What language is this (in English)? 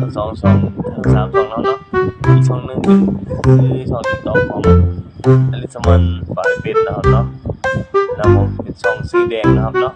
Northeastern Thai